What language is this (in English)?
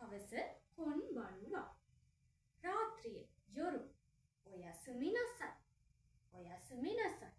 Sinhala